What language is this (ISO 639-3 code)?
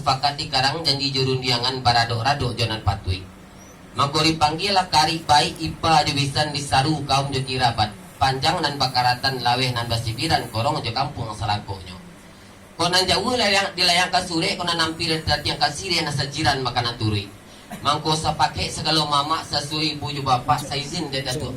min